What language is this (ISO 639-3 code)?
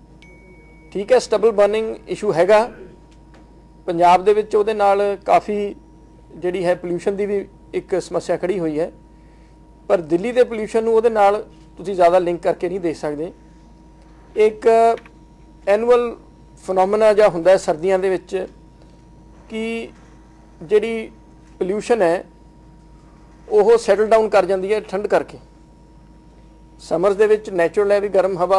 pan